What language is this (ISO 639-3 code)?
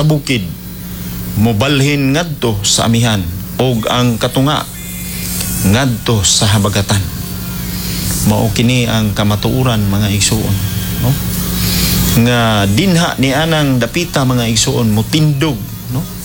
ceb